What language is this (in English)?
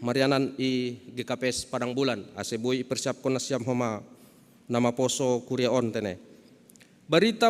Batak Simalungun